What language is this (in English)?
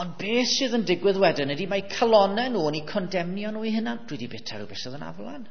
Welsh